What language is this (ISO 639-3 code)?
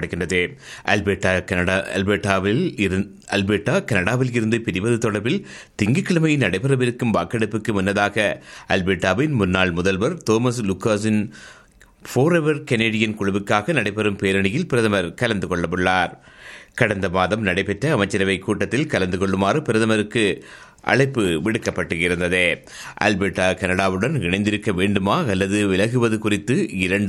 tam